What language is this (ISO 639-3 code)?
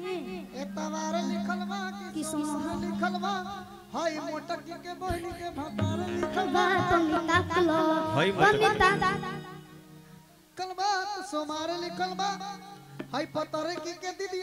bho